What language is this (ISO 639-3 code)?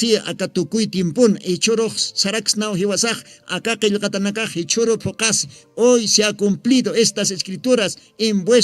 aym